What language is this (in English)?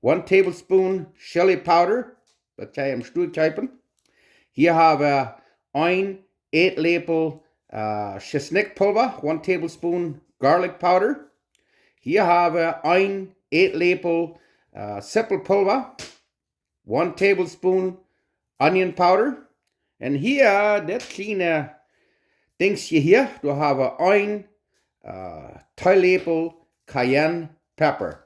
Plautdietsch